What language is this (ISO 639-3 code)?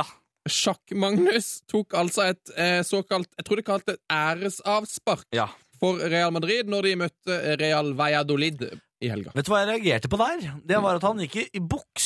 nor